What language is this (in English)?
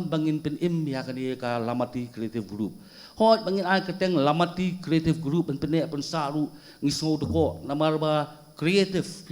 Khasi